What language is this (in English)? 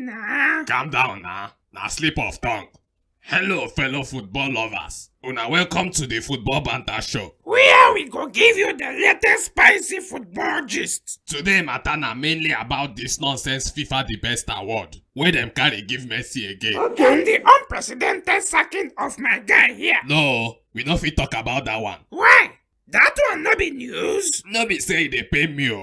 Nigerian Pidgin